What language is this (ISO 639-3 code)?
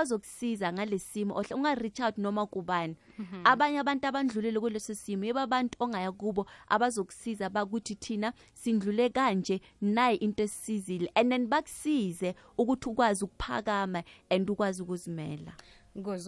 nbl